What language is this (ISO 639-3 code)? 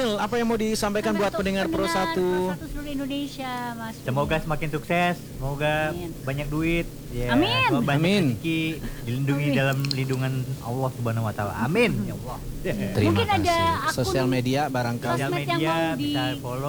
ind